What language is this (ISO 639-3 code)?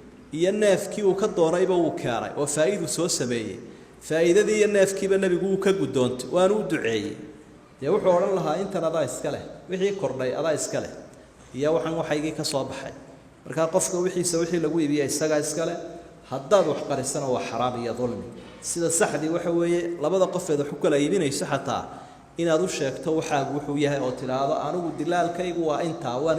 som